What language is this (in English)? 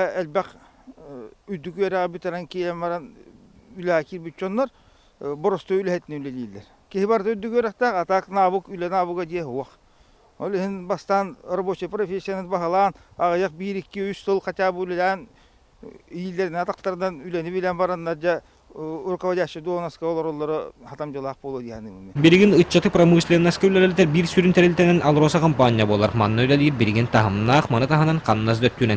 Yakut